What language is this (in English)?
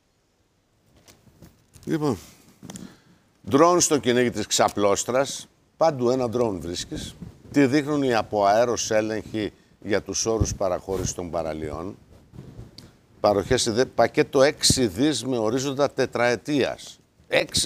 Greek